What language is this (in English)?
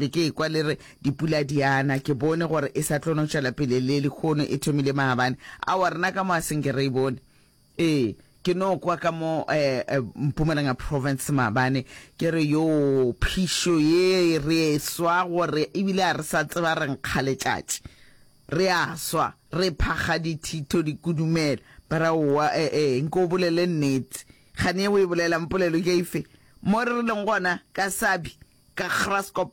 Northern Sotho